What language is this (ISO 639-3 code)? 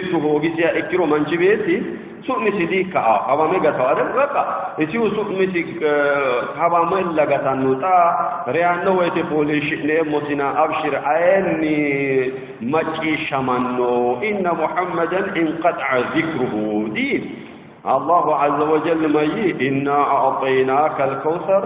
sid